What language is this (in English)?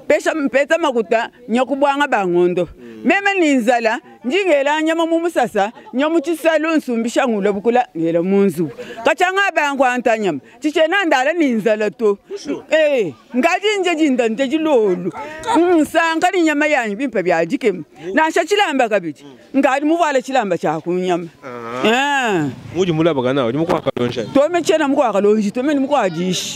Luba-Lulua